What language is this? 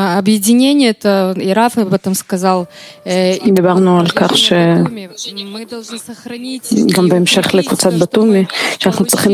Hebrew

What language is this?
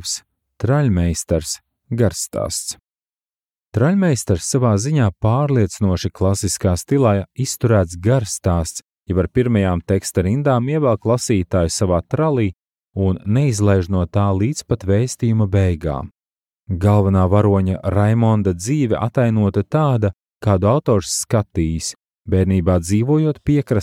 Latvian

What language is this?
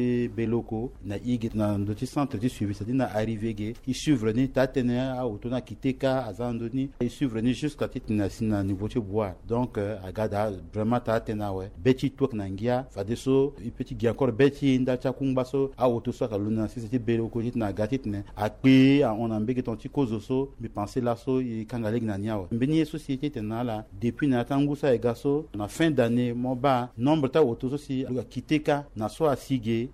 Sango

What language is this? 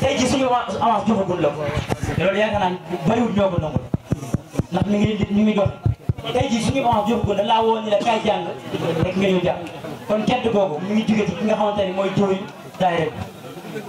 Wolof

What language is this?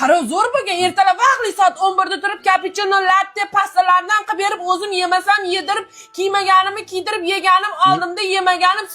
Uzbek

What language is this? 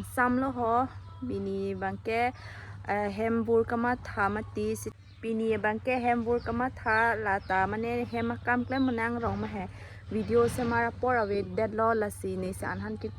Karbi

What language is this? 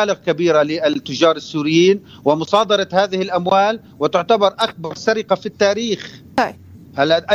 Arabic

